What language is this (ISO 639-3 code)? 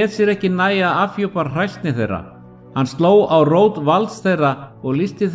isl